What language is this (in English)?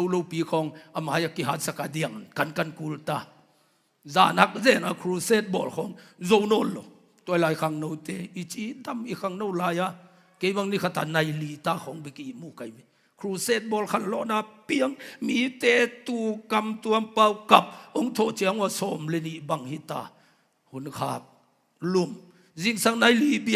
Tedim Chin